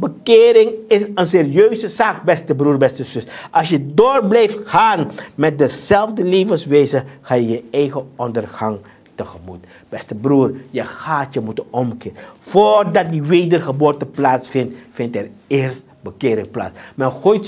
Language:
Dutch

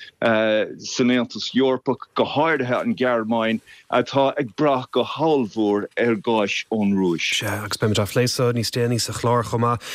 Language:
Irish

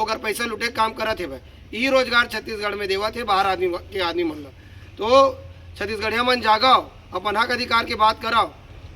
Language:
Chhattisgarhi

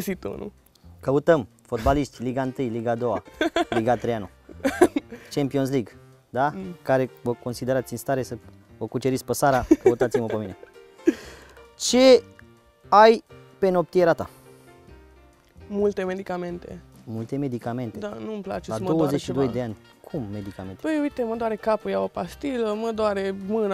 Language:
Romanian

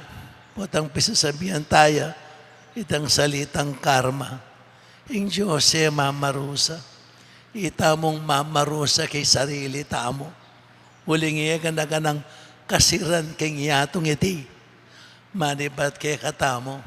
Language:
Pampanga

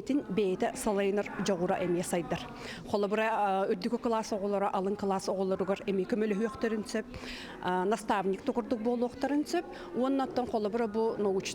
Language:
Yakut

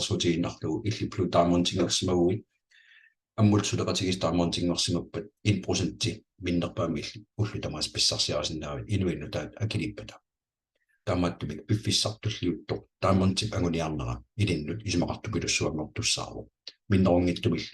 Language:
Kalaallisut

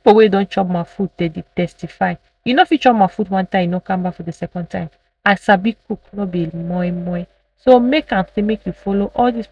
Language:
Nigerian Pidgin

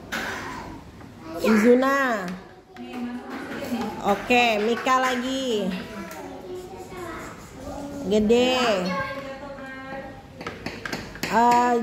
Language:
Indonesian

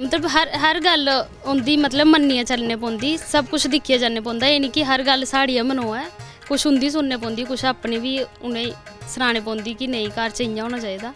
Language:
Dogri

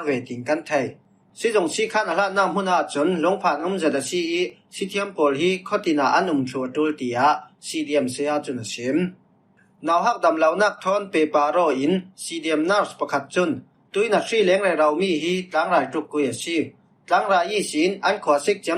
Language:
Falam Chin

